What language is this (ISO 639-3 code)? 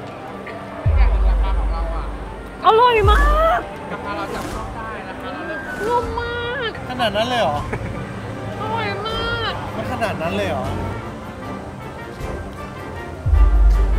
tha